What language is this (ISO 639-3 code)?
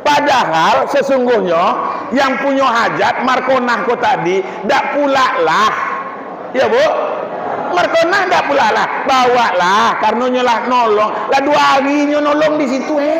min